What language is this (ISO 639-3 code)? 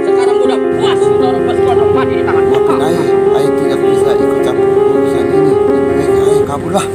bew